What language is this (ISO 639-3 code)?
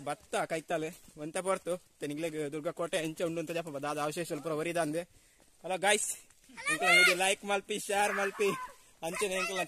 tcy